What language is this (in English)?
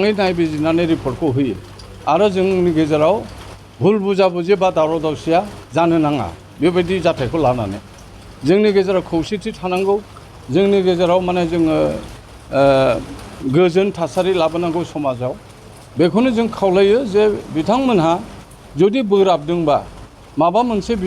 Bodo